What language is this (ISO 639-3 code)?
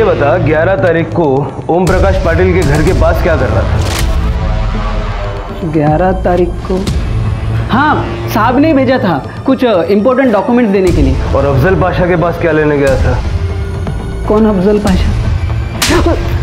hin